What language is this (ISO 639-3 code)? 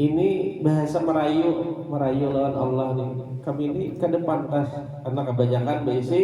bjn